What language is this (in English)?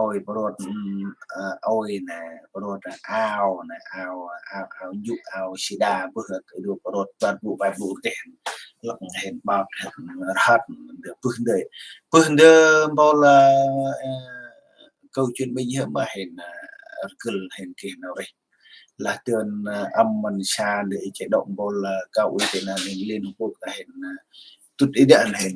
Central Mnong